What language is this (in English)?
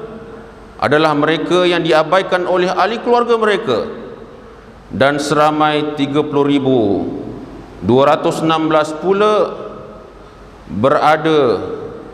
Malay